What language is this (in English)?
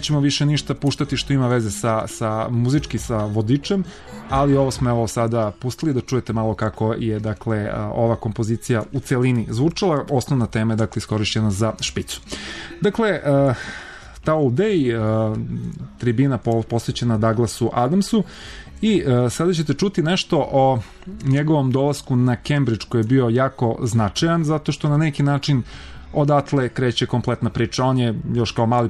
Serbian